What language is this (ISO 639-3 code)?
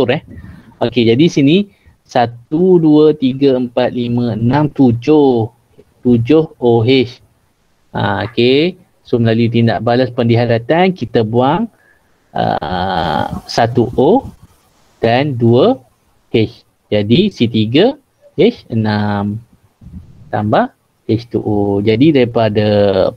msa